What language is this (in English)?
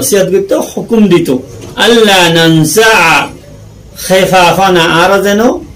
Rohingya